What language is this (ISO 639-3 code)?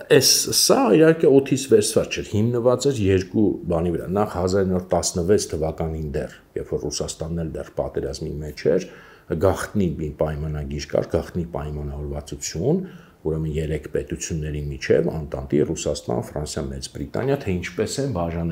hye